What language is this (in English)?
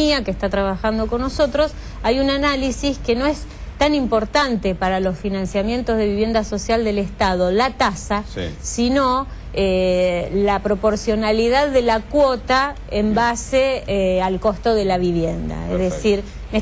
Spanish